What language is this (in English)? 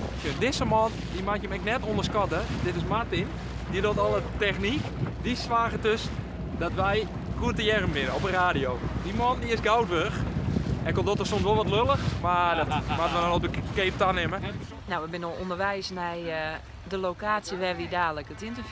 Western Frisian